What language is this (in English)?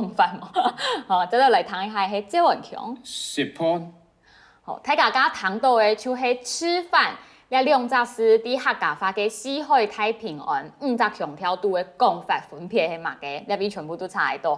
Hakka Chinese